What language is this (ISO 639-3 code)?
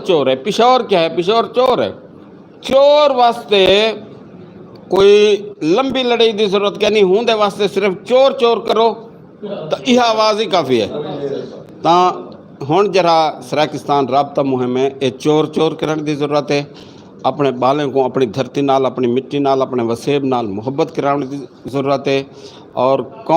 skr